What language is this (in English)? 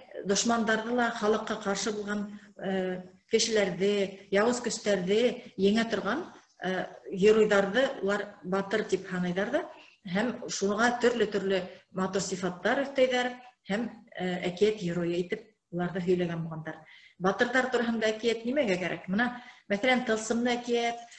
Bashkir